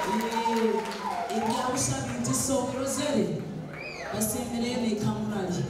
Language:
Nyoro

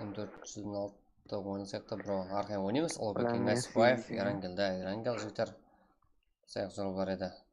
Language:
Kara-Kalpak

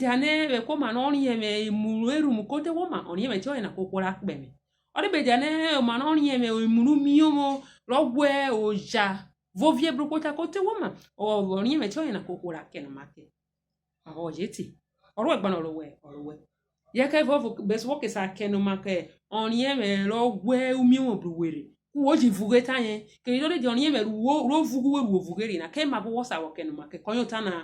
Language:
Urhobo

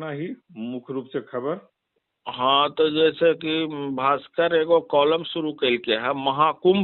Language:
Magahi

